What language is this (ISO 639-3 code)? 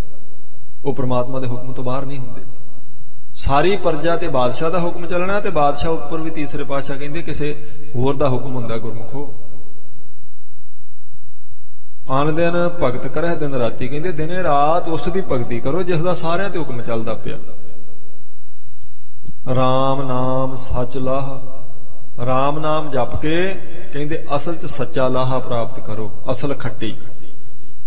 pan